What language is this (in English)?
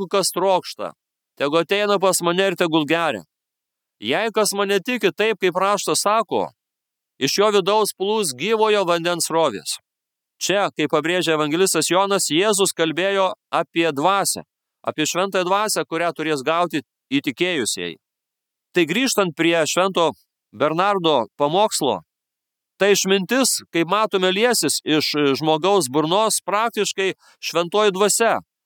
Lithuanian